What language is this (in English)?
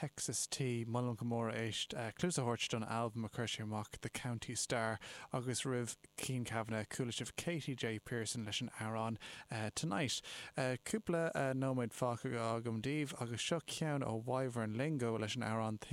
Irish